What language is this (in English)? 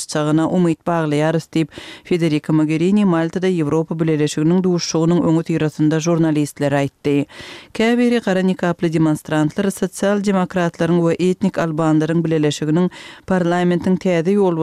Turkmen